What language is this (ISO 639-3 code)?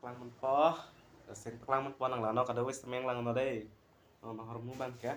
mjw